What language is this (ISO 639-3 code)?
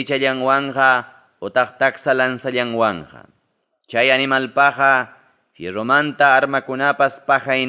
quy